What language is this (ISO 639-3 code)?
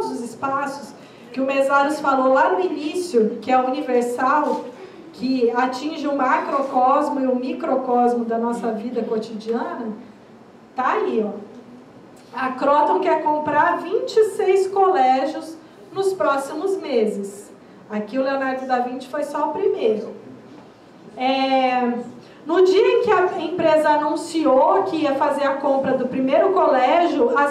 por